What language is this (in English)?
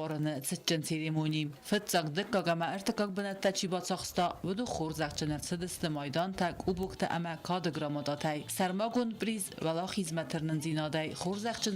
Ossetic